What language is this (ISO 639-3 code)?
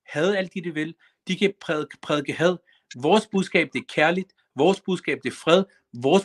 dan